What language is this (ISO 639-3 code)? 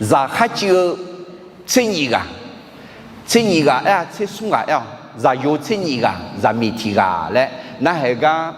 ahk